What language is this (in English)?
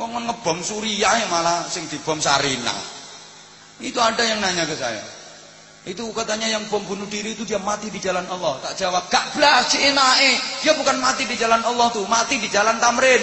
Javanese